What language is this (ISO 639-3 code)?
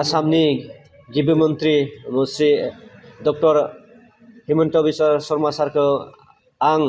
brx